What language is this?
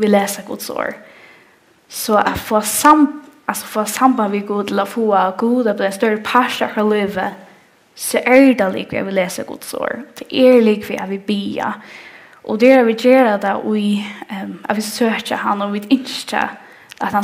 Faroese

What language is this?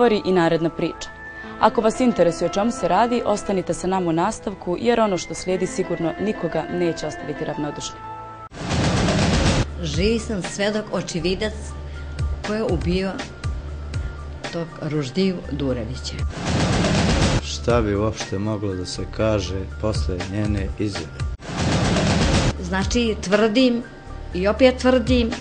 Bosnian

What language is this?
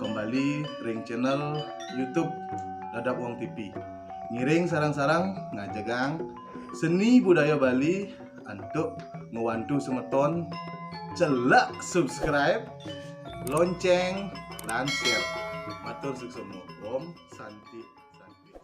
Balinese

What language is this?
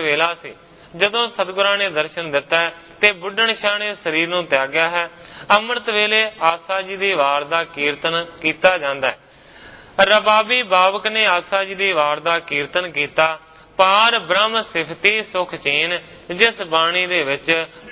Punjabi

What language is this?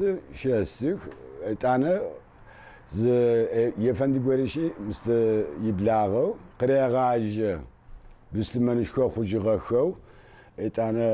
Adyghe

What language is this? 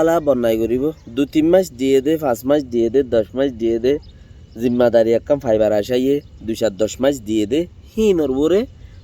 Rohingya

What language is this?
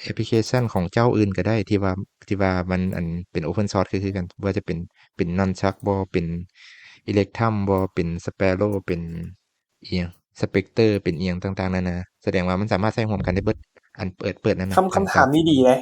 Lao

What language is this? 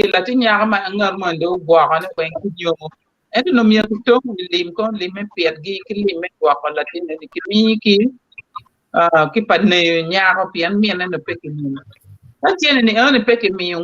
Acoli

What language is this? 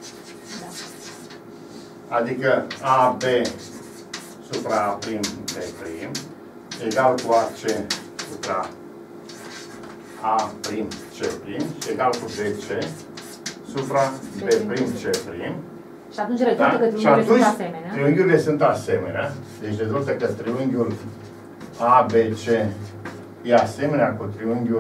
Romanian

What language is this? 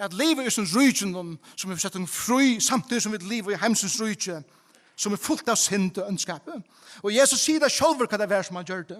Faroese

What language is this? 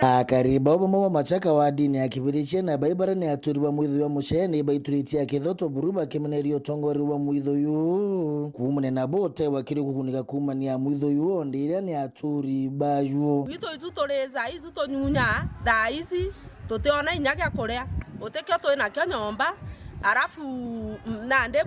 Meru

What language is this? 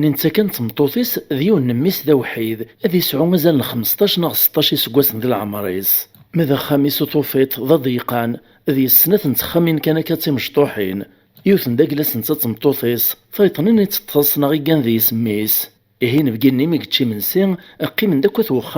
Kabyle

